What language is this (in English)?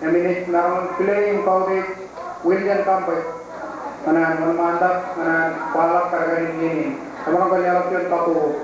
Marshallese